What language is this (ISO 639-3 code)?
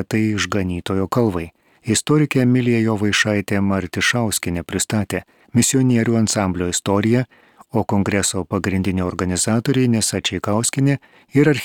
lit